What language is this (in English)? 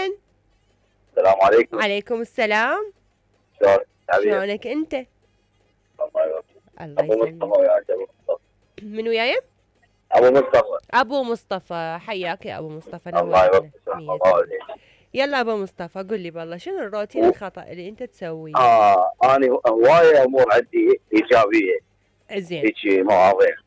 Mesopotamian Arabic